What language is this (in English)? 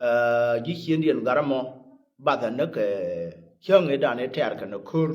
Nuer